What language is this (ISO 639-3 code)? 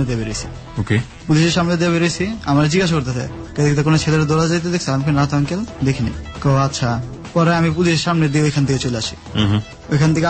ben